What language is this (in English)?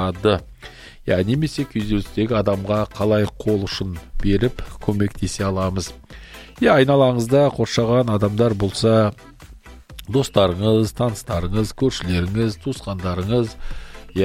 Kazakh